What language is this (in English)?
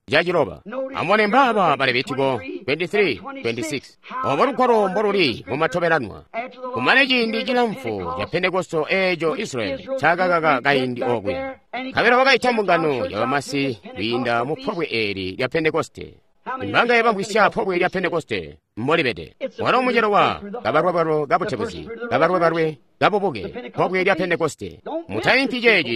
Tonga (Zambia)